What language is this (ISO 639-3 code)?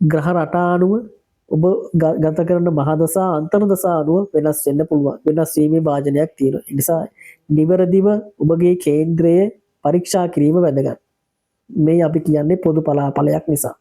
sin